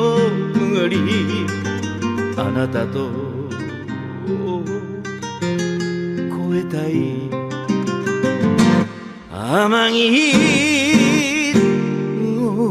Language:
Japanese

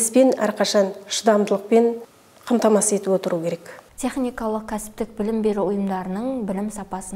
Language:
Kazakh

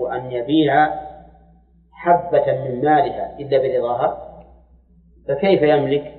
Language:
Arabic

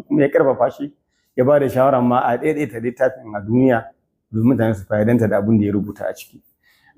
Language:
Hausa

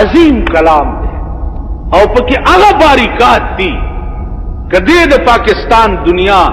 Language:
Pashto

